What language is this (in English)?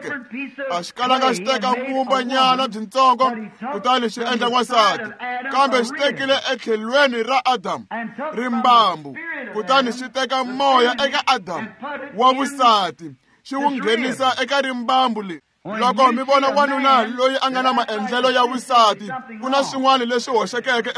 Tsonga